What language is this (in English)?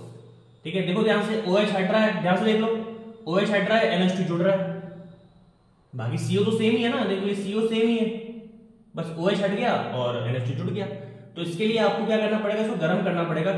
Hindi